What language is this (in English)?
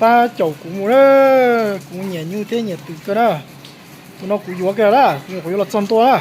Hmong